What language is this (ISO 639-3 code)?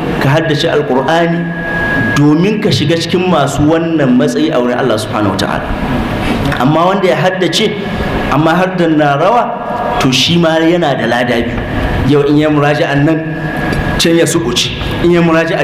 hau